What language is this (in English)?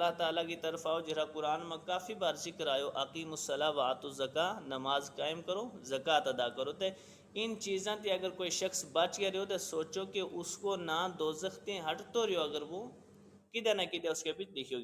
Gujari